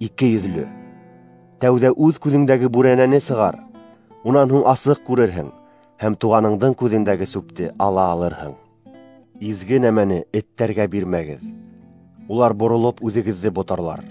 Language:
Bashkir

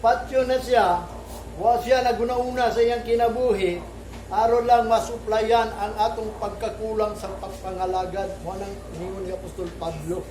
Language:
Cebuano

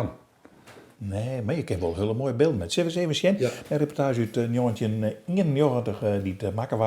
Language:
Western Frisian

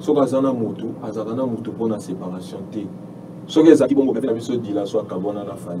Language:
Lingala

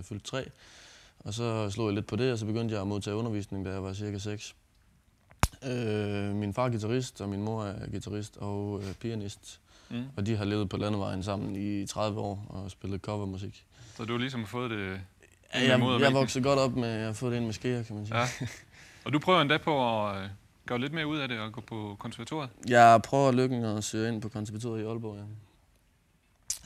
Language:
Danish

